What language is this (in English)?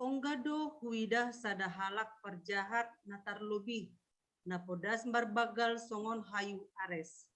Batak Simalungun